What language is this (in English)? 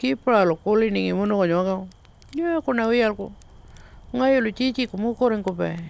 Pitjantjatjara